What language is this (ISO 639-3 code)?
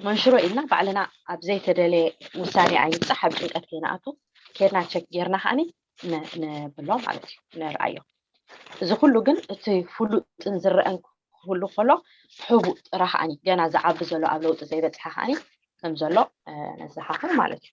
tir